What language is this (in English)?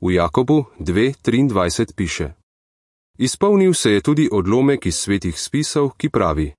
Slovenian